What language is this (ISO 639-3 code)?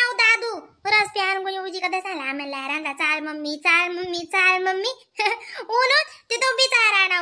khn